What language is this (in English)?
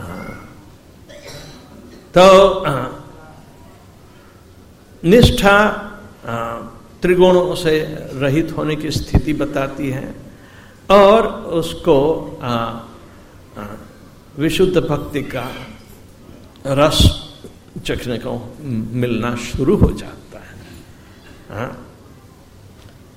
Hindi